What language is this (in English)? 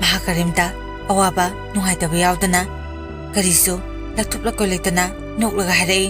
Manipuri